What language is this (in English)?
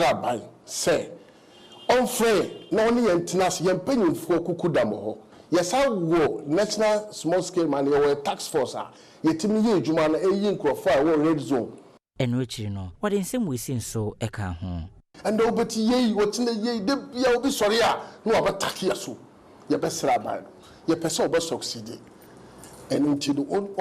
Akan